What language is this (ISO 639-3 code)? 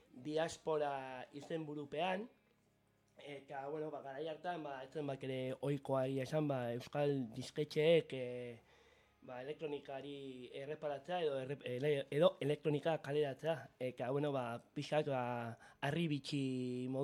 eus